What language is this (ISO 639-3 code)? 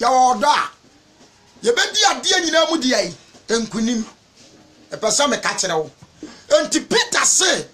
aka